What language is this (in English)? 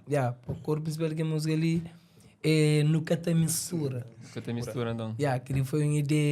Kabuverdianu